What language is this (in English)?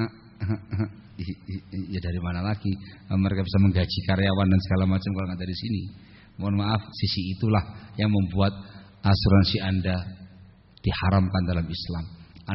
Indonesian